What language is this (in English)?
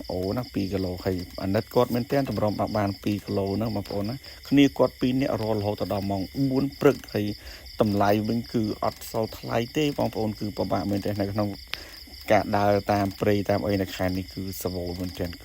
Khmer